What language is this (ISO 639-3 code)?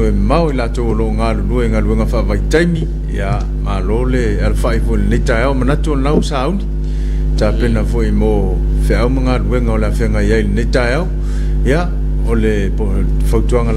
smo